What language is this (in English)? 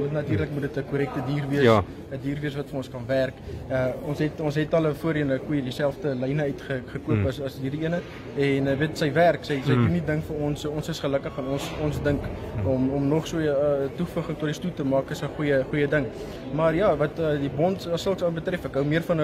Afrikaans